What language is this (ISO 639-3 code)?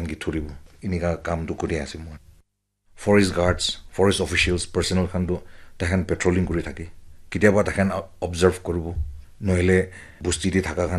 nag